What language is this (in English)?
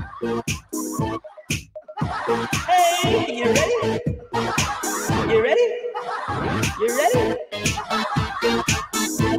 Filipino